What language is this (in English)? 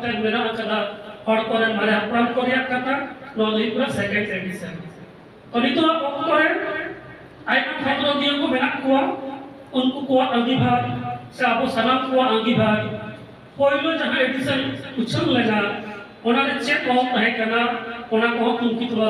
Santali